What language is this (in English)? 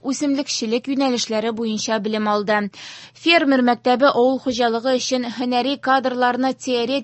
Tatar